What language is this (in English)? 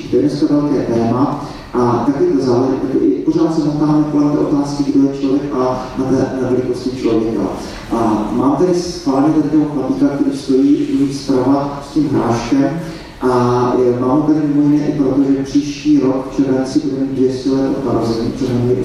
Czech